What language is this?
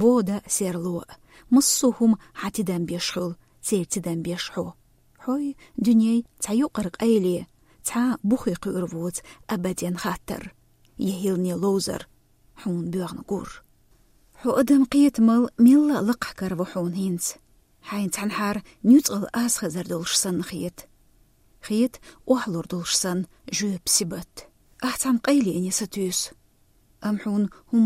Chechen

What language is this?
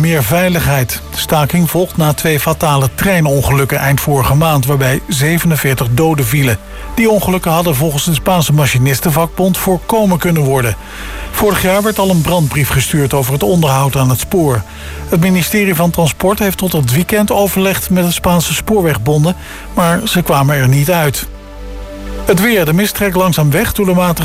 Dutch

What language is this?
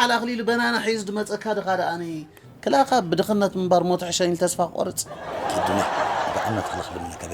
Tigrinya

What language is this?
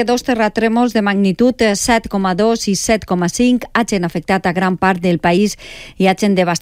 Catalan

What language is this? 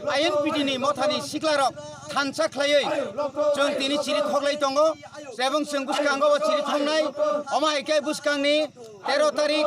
Kok Borok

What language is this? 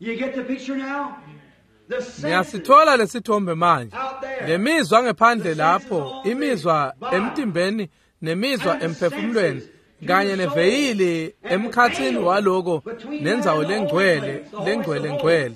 Swati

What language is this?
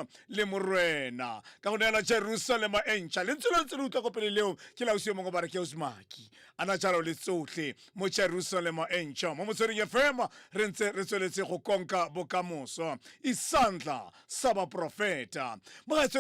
Tswana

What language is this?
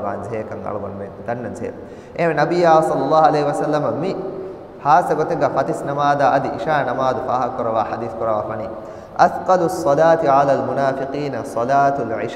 Divehi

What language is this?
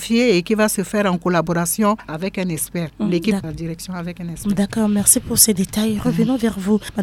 French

